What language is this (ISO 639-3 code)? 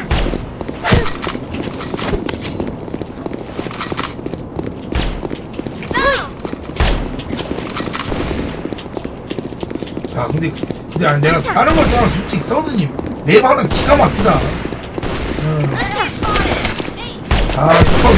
kor